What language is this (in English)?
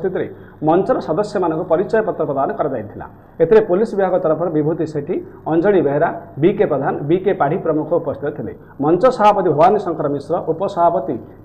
Odia